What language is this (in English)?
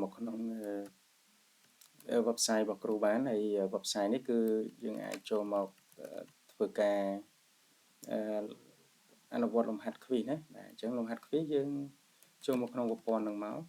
Khmer